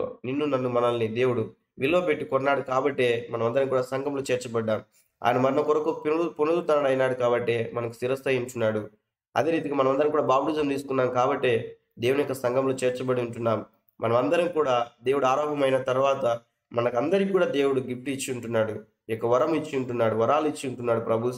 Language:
Telugu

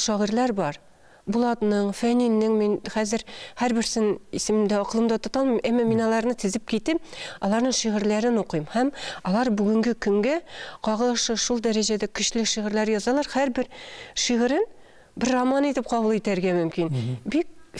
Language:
Tatar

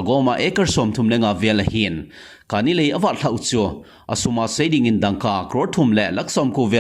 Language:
Thado Chin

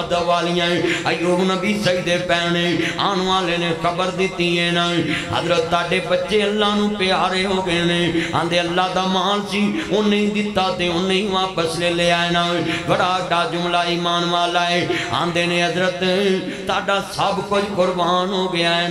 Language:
Western Panjabi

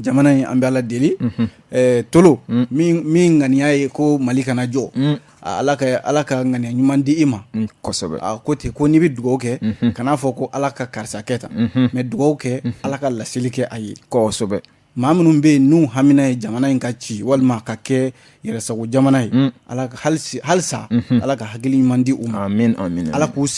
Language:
Bambara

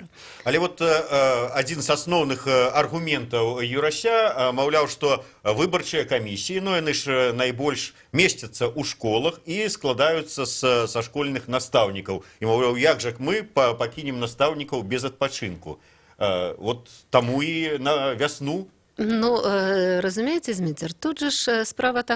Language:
Belarusian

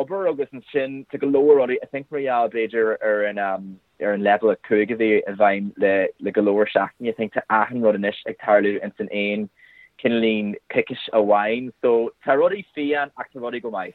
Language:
Irish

